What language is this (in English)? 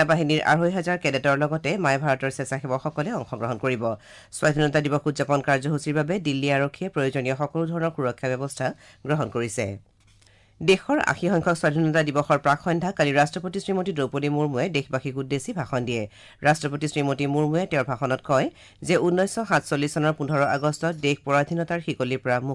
Assamese